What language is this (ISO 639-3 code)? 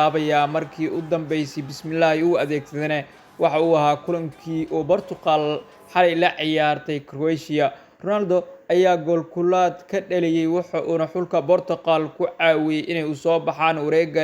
som